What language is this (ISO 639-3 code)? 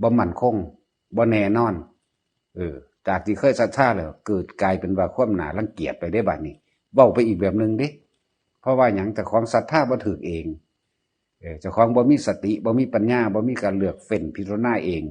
tts